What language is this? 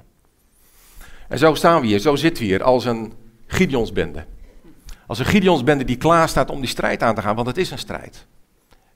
Dutch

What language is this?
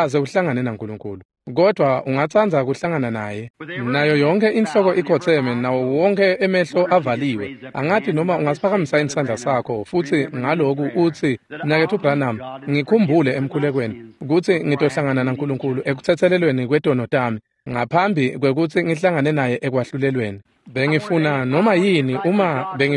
Swati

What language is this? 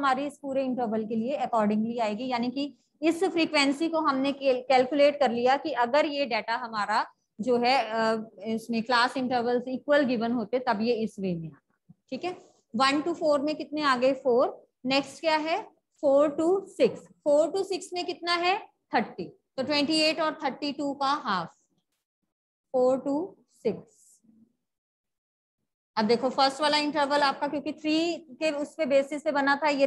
Hindi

